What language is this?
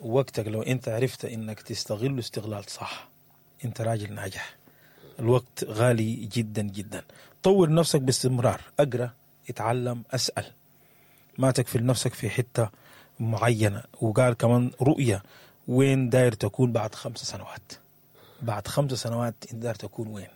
Sudanese Arabic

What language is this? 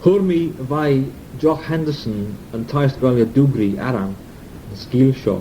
Manx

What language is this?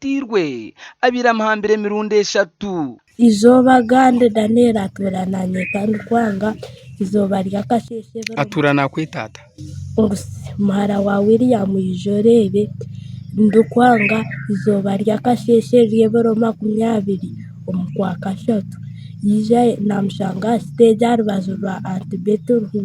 Nyankole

